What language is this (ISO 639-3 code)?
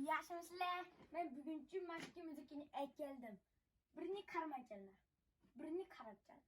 uig